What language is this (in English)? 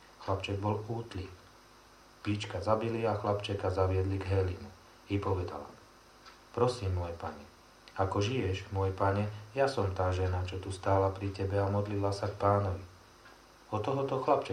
Slovak